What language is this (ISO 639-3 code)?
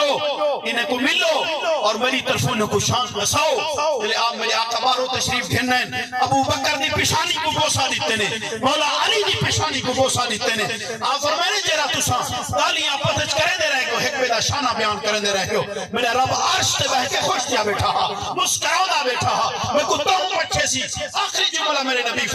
skr